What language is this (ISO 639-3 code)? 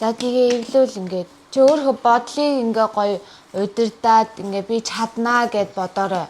mon